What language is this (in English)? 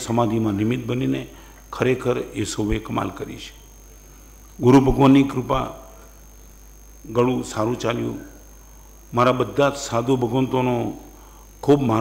Gujarati